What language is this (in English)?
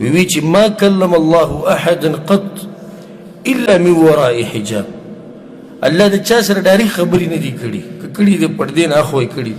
Pashto